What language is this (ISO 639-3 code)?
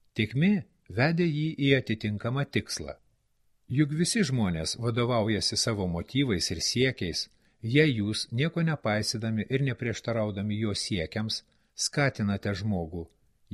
lit